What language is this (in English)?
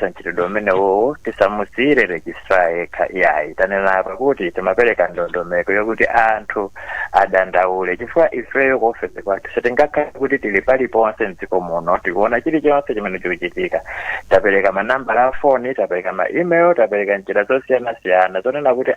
Nyanja